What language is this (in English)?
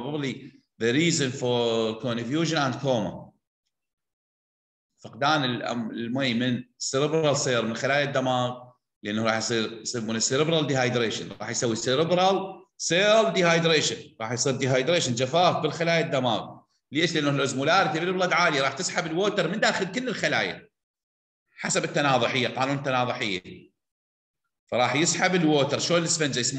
Mesopotamian Arabic